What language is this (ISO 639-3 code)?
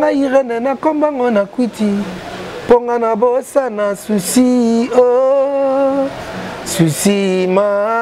lin